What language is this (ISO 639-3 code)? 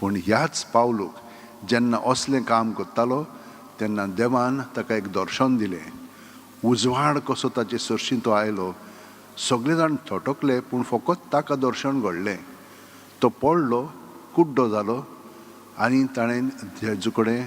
kok